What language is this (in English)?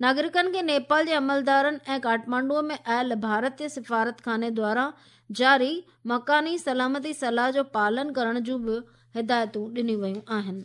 Sindhi